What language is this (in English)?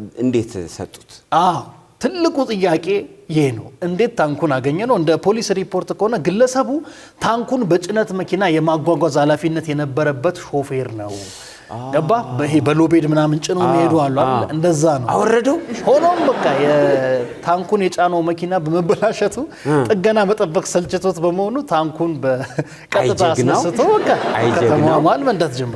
Amharic